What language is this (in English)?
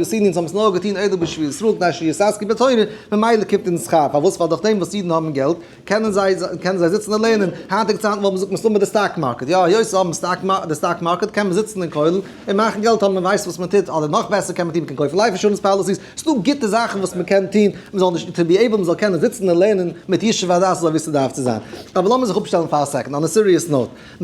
Yiddish